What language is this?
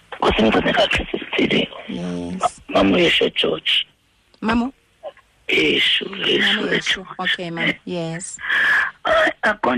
Xhosa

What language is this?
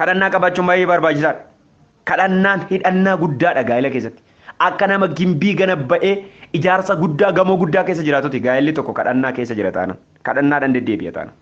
Oromo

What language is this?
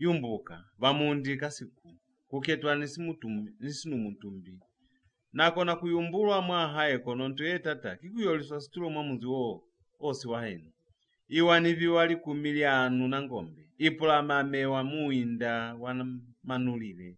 Lozi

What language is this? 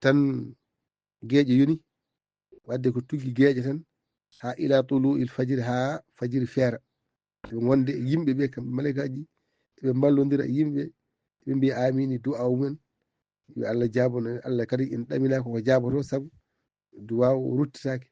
Fula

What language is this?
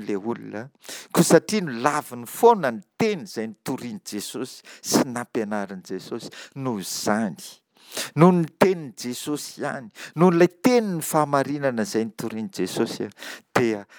Malagasy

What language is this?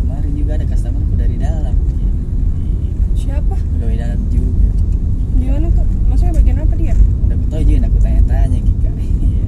Makassar Malay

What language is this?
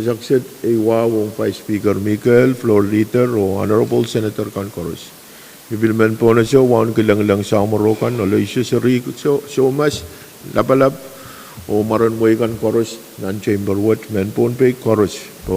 Pohnpeian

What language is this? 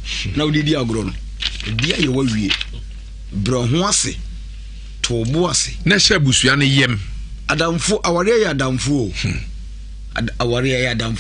Akan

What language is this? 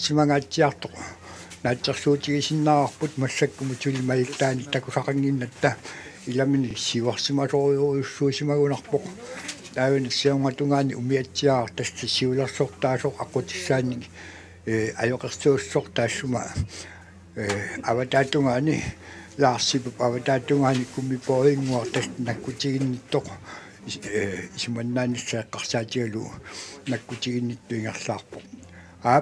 Kalaallisut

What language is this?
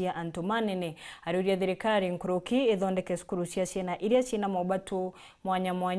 Meru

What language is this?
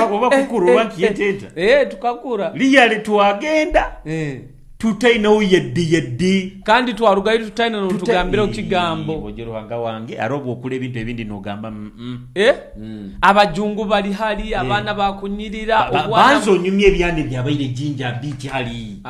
Nyoro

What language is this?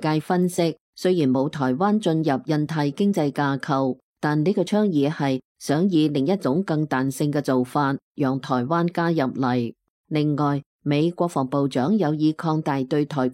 Cantonese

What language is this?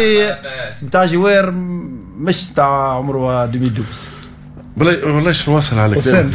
Tunisian Arabic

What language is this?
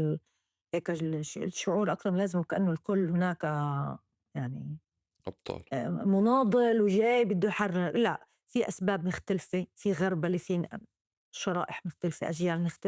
North Levantine Arabic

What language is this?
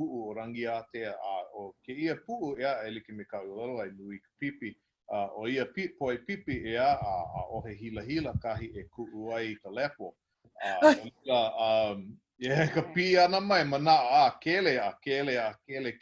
Hawaiian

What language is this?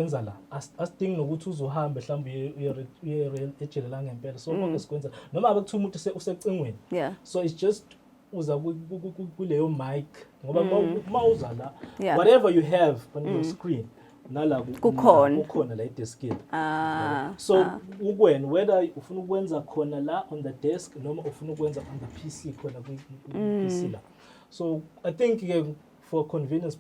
Zulu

